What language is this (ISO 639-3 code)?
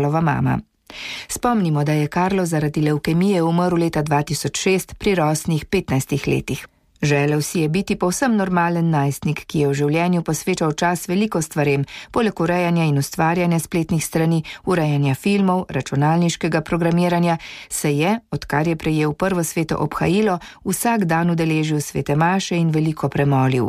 slv